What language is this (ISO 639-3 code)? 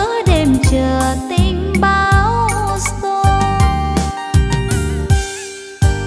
vie